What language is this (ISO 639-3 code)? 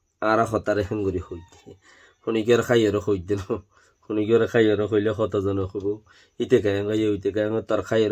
rhg